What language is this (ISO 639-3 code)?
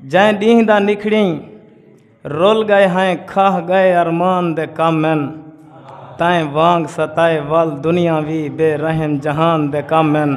skr